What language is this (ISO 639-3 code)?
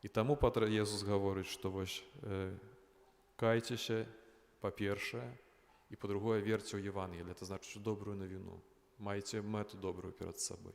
bel